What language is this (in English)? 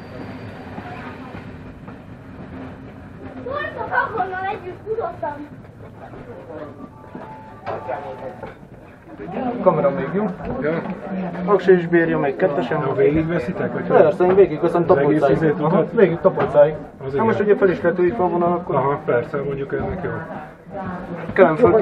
Hungarian